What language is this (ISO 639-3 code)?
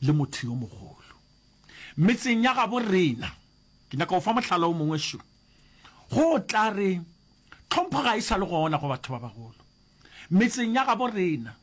nso